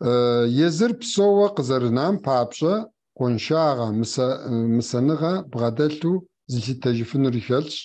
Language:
Kabardian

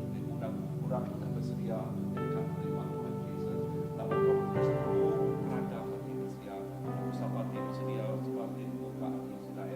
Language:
Iban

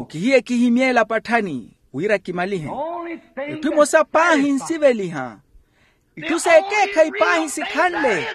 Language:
Makhuwa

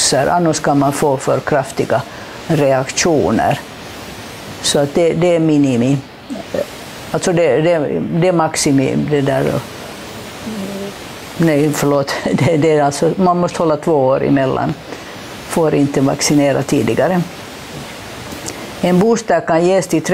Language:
Swedish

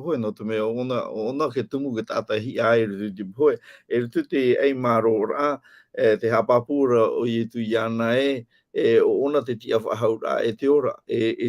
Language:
Tahitian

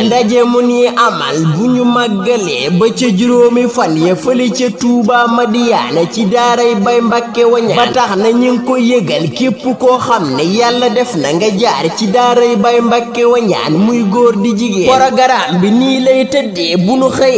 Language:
Wolof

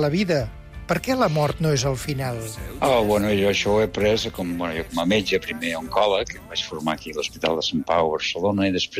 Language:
Catalan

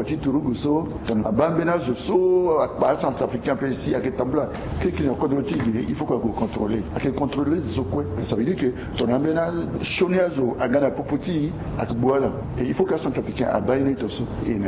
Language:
Sango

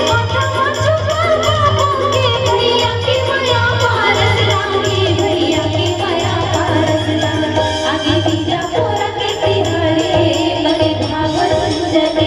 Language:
Chhattisgarhi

